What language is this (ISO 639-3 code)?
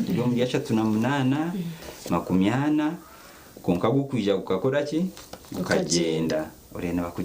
nyn